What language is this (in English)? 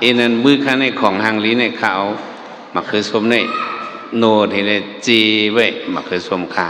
Shan